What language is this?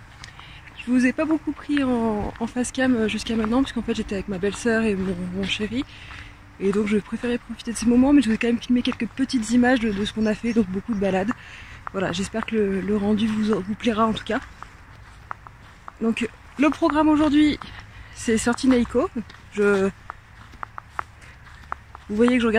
French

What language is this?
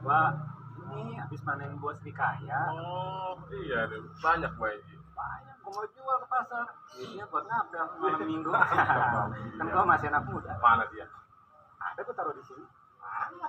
Betawi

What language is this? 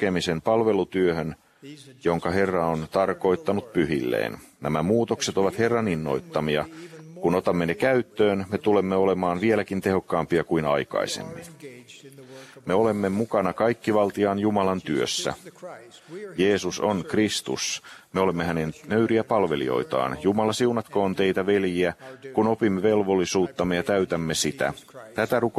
Finnish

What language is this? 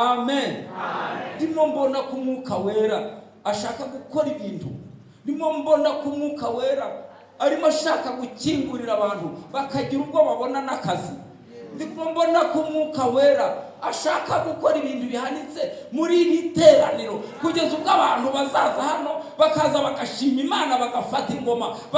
Kinyarwanda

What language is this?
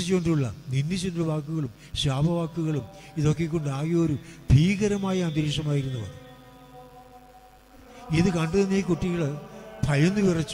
Malayalam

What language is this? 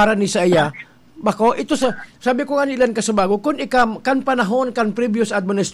Bikol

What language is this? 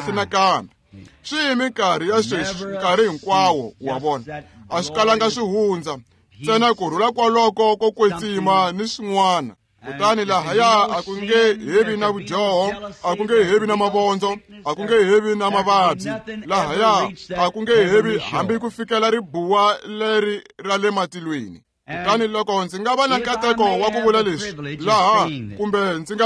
Tsonga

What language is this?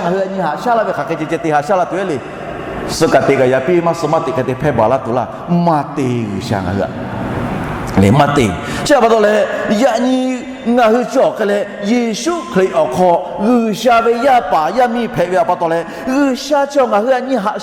Lahu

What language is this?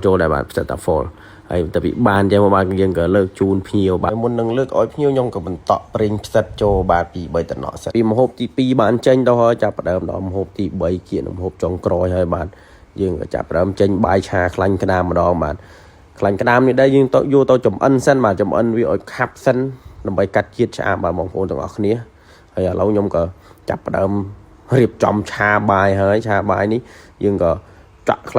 Khmer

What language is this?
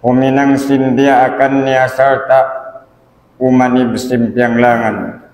Tausug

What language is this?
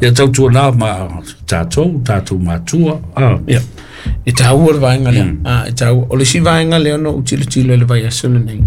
Samoan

